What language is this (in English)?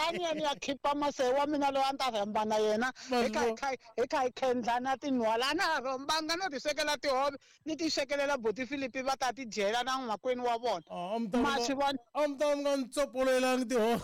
Tsonga